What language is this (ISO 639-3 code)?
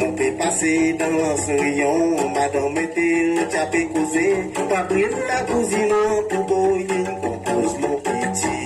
crs